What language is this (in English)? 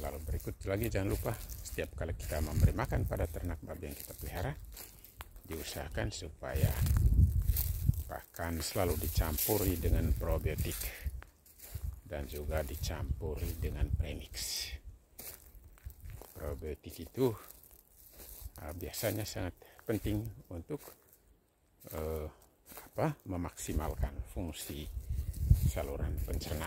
Indonesian